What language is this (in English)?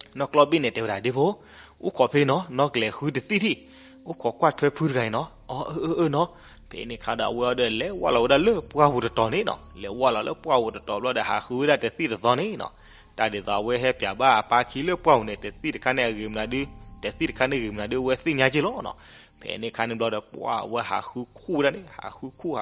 S'gaw Karen